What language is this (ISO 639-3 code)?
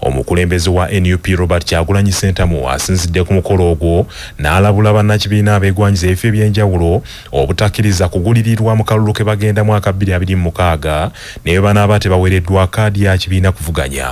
lug